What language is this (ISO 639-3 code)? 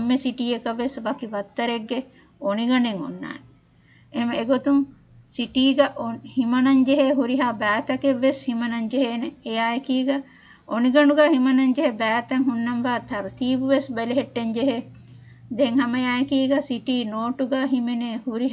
div